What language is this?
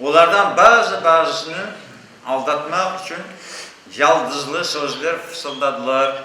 Crimean Tatar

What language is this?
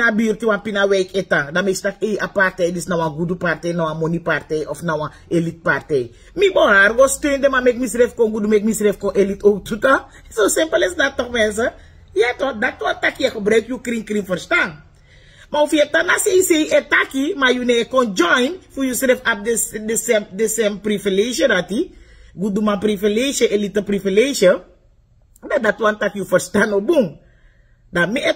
Sranan Tongo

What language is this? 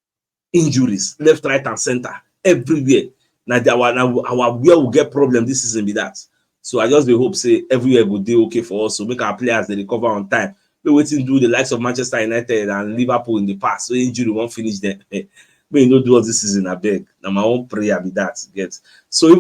Nigerian Pidgin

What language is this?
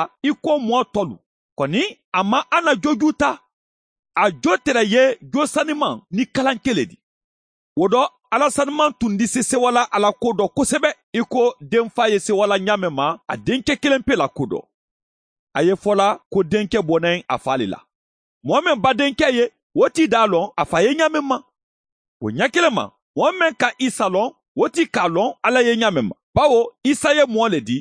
Mandingo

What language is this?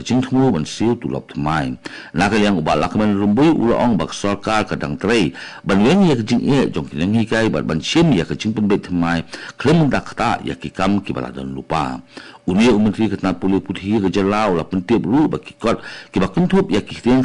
Khasi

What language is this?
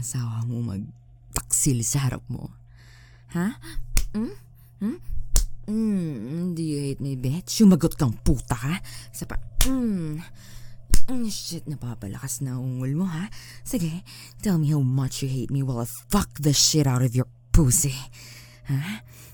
Filipino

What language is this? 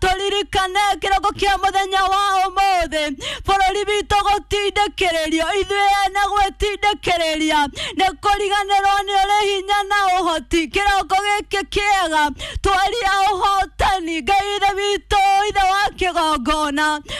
Kikuyu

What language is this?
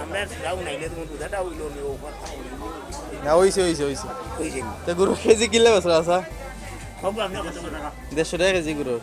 Sylheti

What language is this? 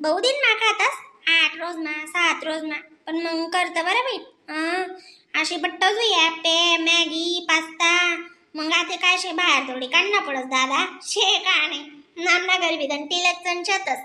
Khandesi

